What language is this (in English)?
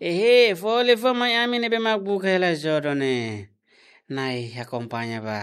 Tetum